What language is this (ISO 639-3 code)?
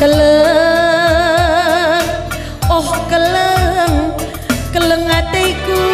btx